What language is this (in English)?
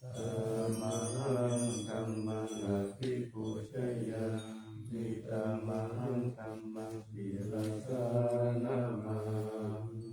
Pali